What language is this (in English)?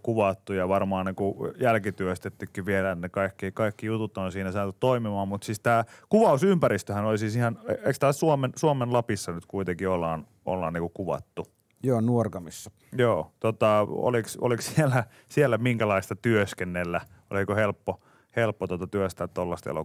Finnish